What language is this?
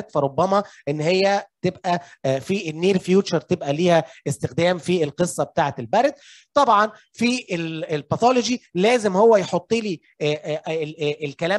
Egyptian Arabic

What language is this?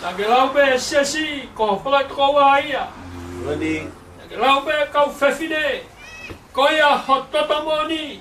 Tongan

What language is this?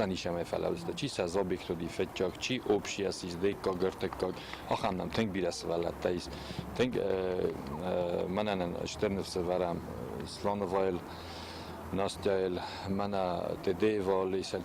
Ossetic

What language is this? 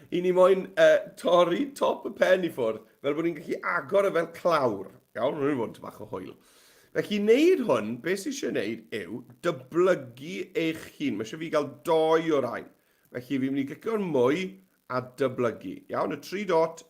Welsh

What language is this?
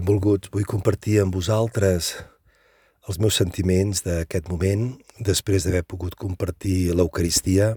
Catalan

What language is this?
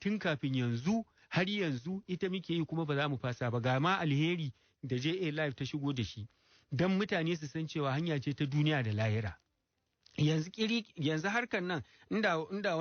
Hausa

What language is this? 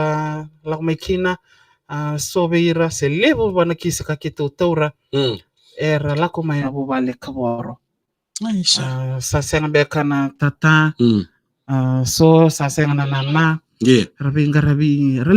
Fijian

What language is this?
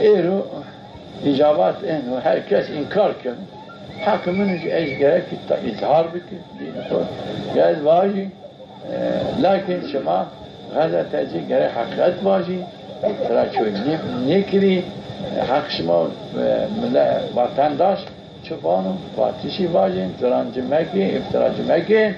Zaza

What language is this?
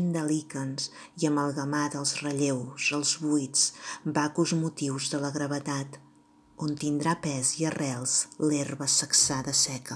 Catalan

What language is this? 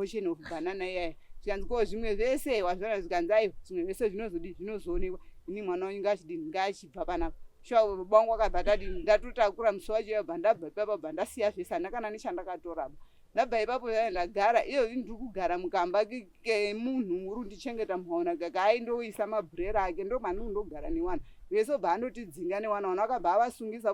Shona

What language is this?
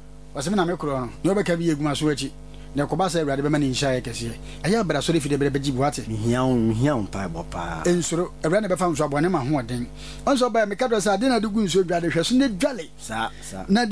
Akan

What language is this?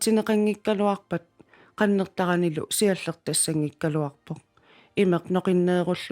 Kalaallisut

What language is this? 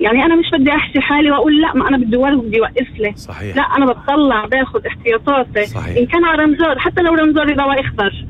North Levantine Arabic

